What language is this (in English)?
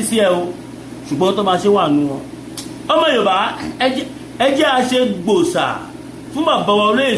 Yoruba